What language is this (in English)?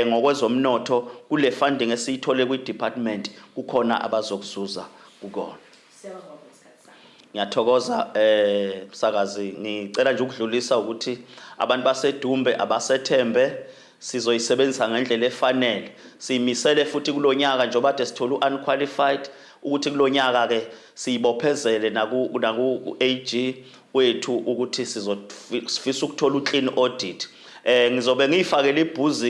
Zulu